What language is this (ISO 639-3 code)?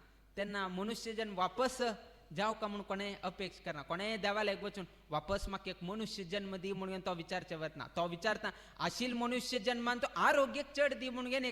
kok